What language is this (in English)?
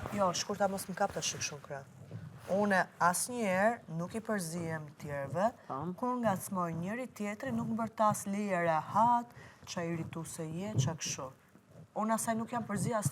Albanian